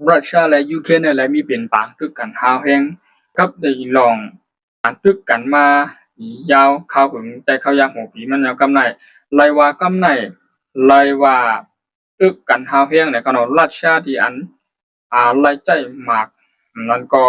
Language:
Shan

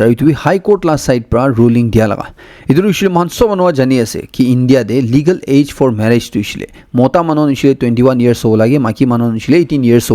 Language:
Naga Pidgin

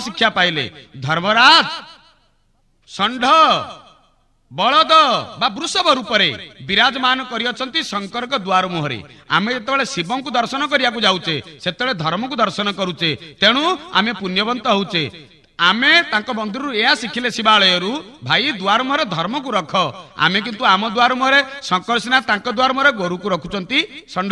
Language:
Odia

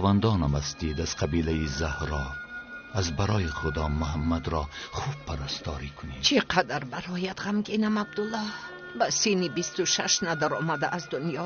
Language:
Tajik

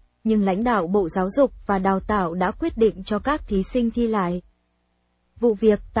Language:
Vietnamese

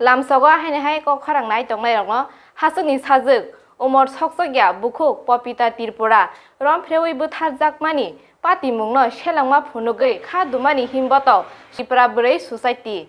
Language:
Kok Borok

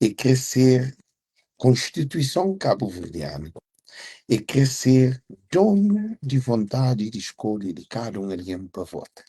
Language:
Kabuverdianu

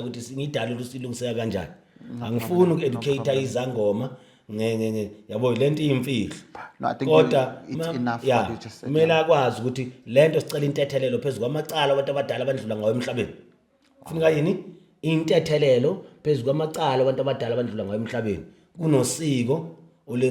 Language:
Zulu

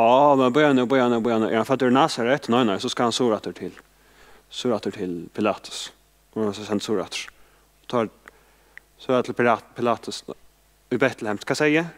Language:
Faroese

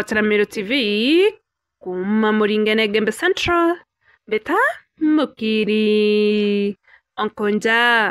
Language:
Meru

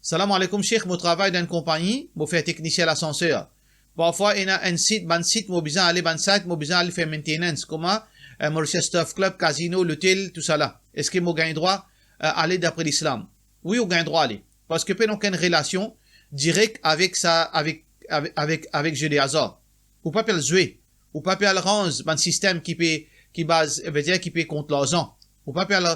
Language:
Morisyen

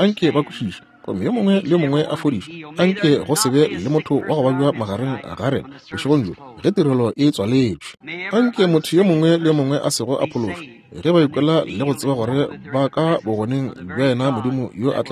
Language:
Northern Sotho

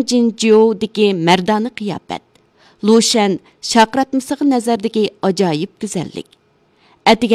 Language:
Uyghur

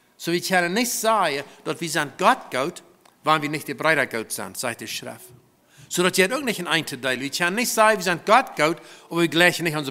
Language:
Plautdietsch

